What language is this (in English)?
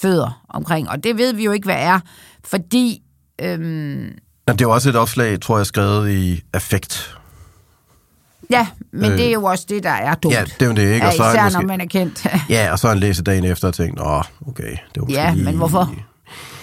Danish